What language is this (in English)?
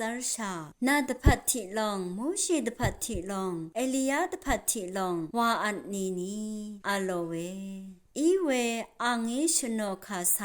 Rawang